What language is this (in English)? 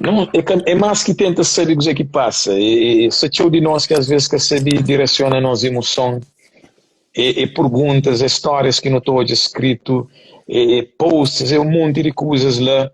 Kabuverdianu